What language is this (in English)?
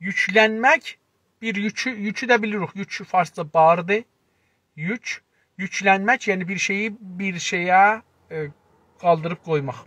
South Azerbaijani